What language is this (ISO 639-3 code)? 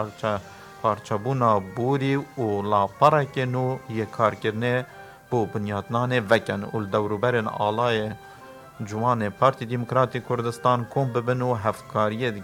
kur